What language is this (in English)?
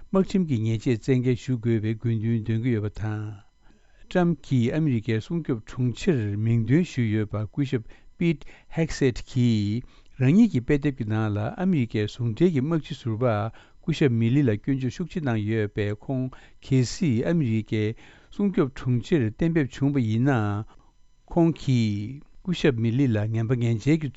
Tibetan